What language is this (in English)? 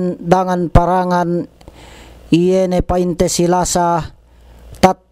Yakan